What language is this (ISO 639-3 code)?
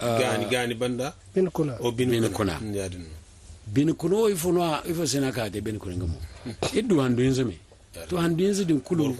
dje